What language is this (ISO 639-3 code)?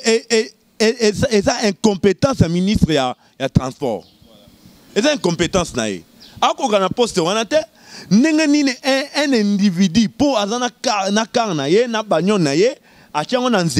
lin